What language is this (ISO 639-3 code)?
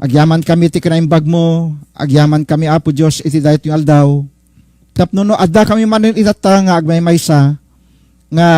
ilo